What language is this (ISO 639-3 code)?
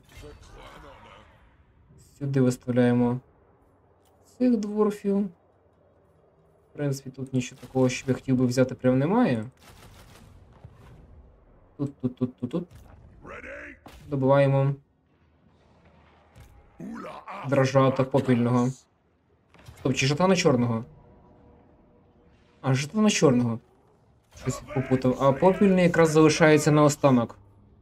ukr